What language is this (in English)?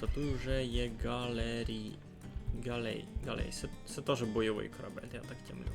Rusyn